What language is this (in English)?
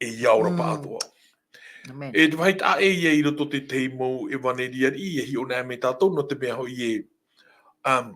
Tahitian